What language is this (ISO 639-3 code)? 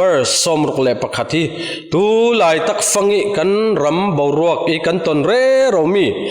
cfm